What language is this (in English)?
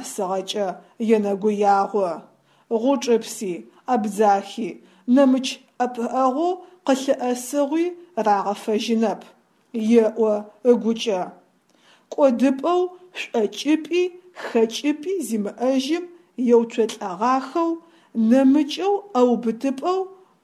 Adyghe